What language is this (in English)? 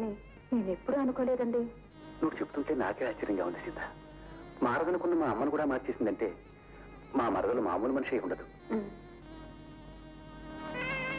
Telugu